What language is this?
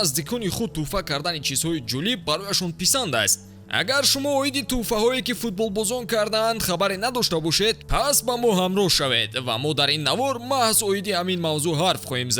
Tajik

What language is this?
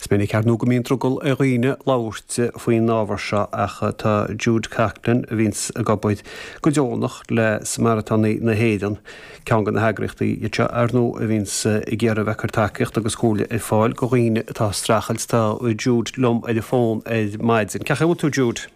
Irish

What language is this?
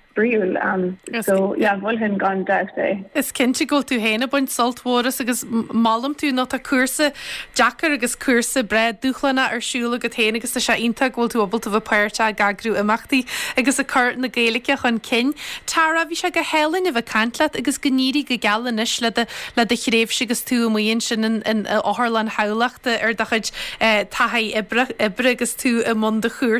Irish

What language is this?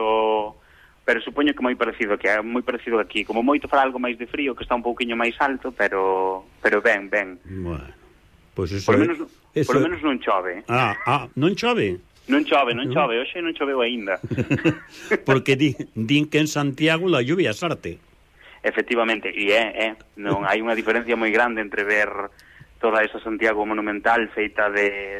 Galician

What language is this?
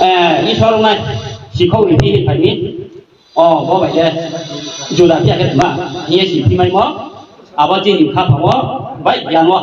Riang (India)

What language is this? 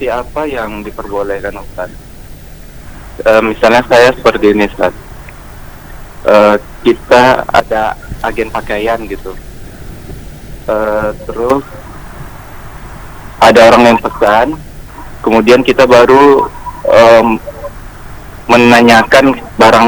Indonesian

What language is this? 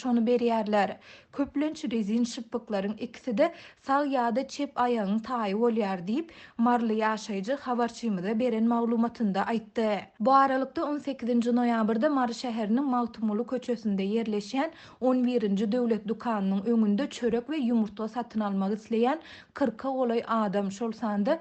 Turkmen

